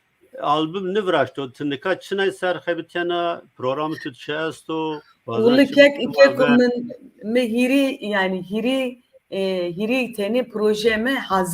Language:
Zaza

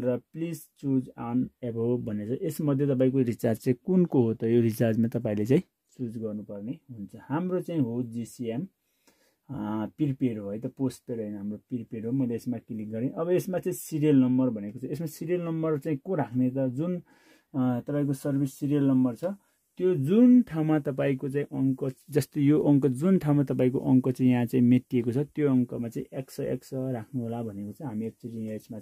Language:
Nepali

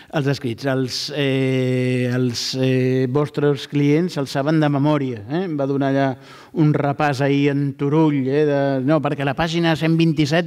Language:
Catalan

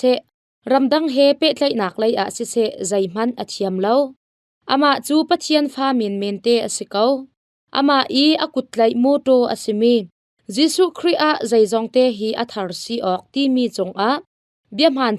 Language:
Hakha Chin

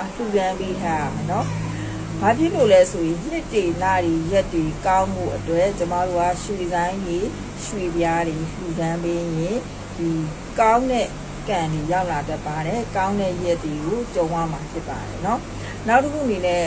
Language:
Burmese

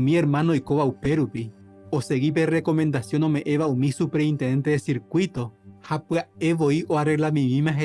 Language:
Guarani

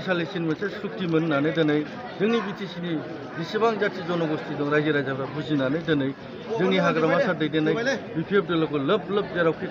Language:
Bodo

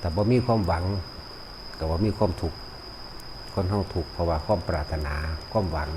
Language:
Northeastern Thai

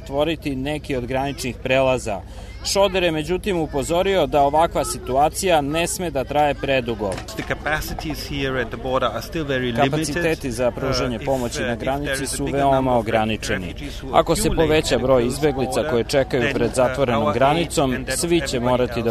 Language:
Serbian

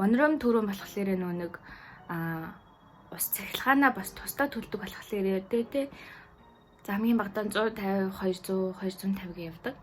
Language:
Mongolian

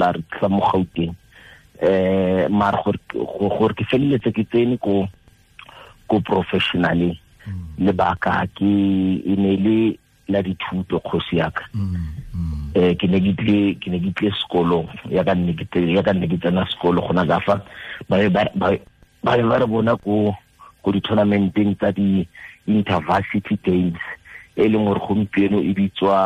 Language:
Tswana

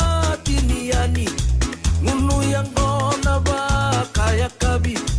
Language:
Fijian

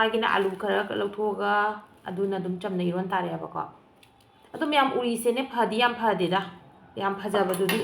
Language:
Manipuri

